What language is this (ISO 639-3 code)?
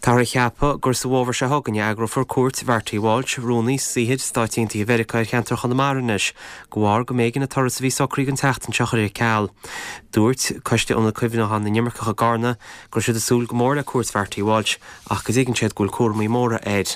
gle